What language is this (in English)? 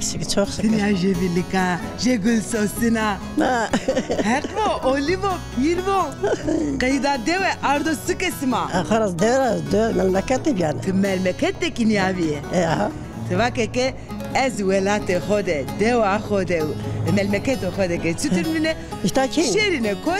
Zaza